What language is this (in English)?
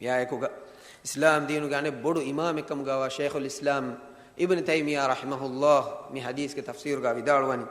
Divehi